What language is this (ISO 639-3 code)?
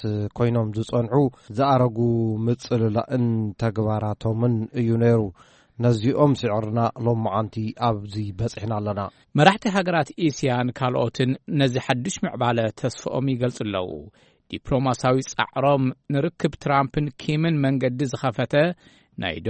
tir